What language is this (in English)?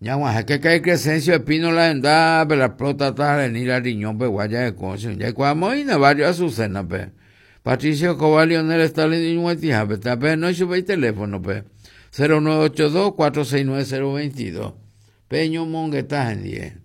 Guarani